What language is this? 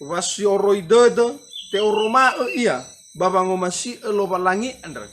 Nias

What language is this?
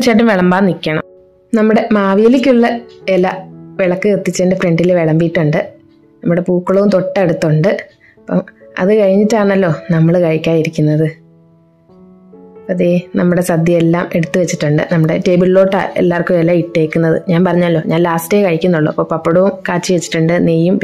Malayalam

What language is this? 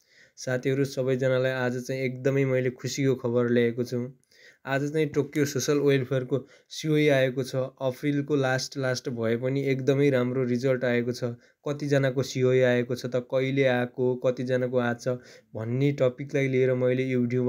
Nepali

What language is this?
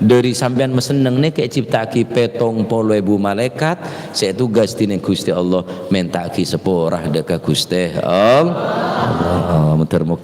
Madurese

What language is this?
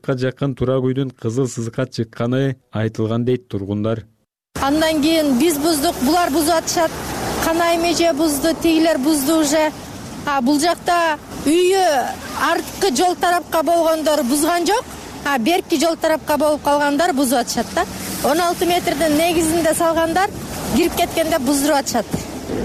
Kyrgyz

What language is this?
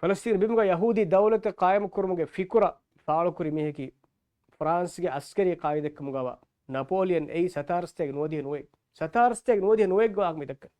Divehi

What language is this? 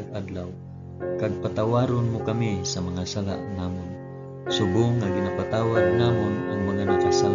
Hiligaynon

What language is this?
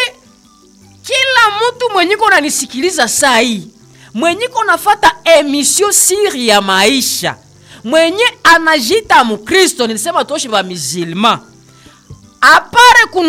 Swahili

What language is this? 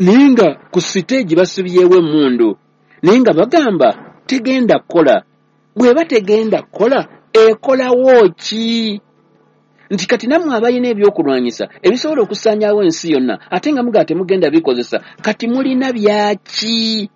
Ganda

